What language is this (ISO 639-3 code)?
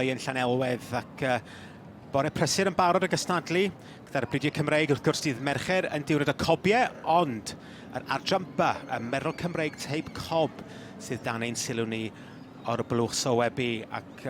cym